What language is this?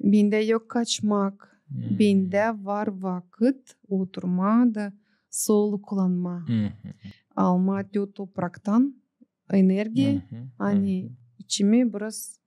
Gagauz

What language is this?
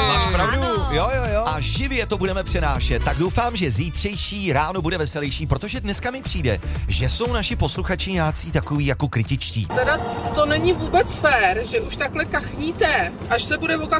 Czech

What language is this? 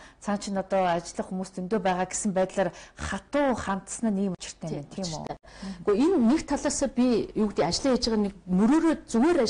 Mongolian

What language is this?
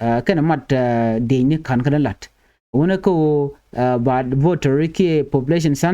Nuer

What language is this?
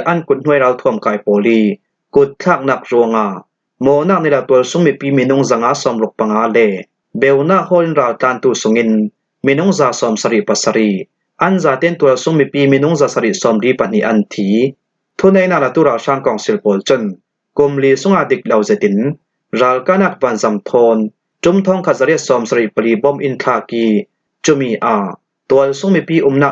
Hakha Chin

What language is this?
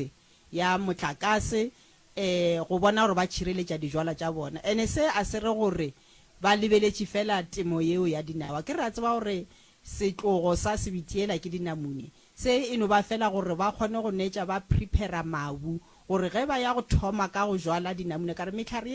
Northern Sotho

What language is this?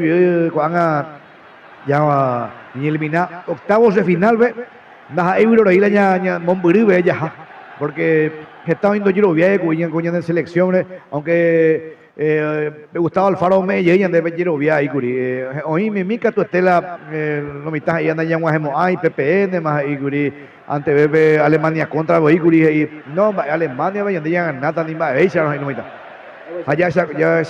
Guarani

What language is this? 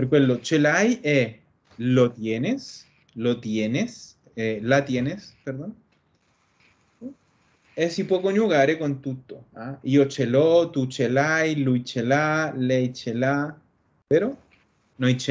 Italian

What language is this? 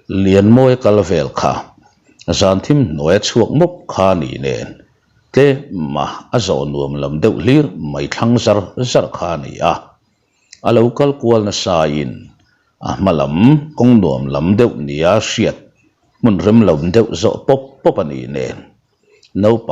Mizo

